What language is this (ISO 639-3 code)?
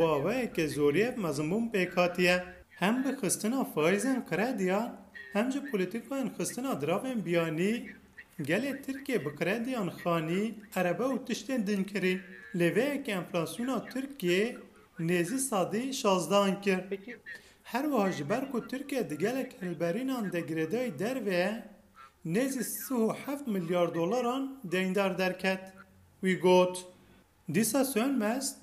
kur